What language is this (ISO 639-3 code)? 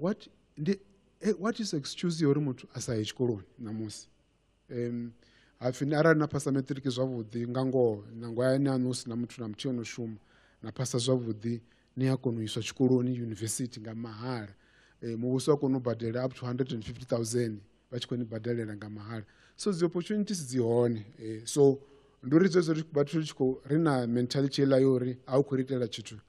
ven